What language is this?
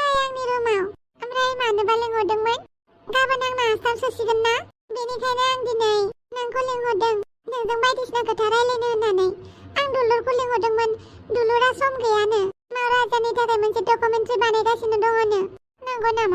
Bodo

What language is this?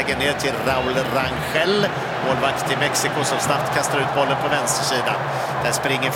Swedish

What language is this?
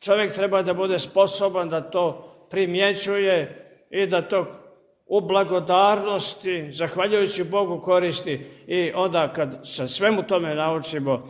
Serbian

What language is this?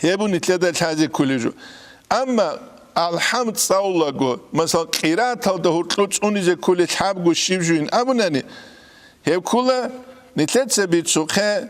Avaric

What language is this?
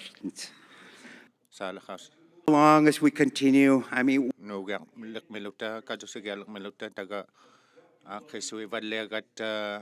Inuktitut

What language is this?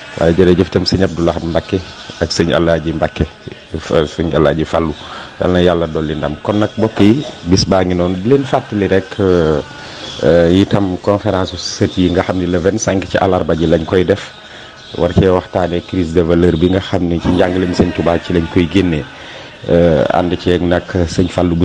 Wolof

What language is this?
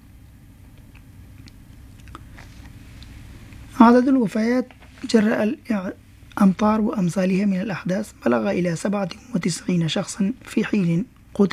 Urdu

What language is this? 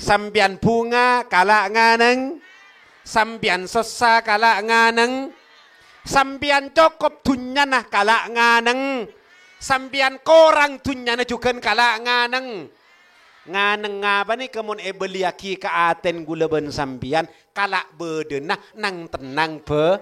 Madurese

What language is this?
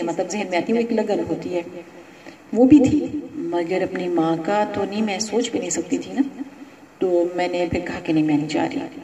Urdu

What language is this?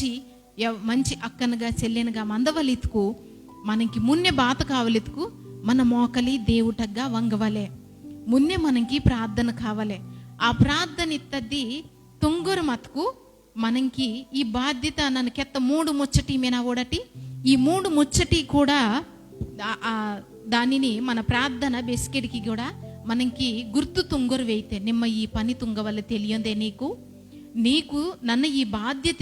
Koya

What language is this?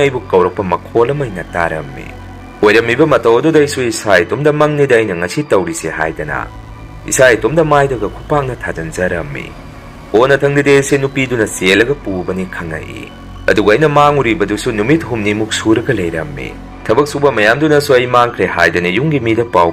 Manipuri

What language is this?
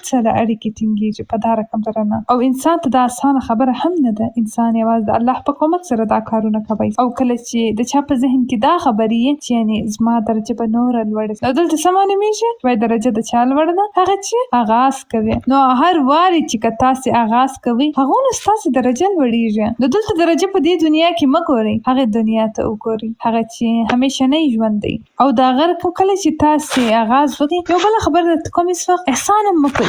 Pashto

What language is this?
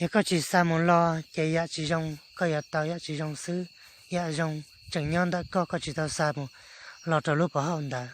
Hmong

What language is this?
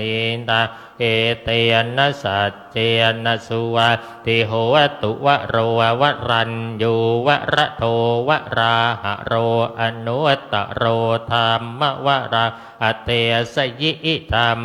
Pali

